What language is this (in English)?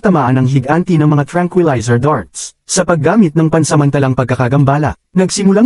Filipino